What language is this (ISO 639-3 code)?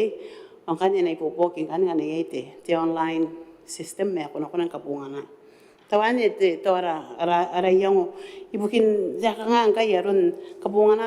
gil